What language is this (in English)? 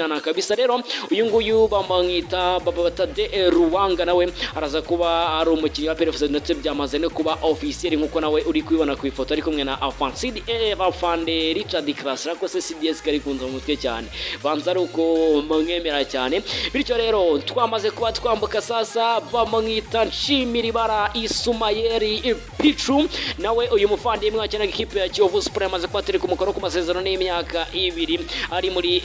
Kinyarwanda